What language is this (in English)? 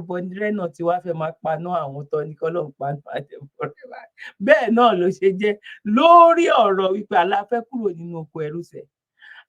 Yoruba